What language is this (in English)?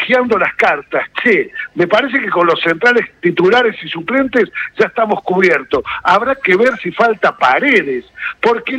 Spanish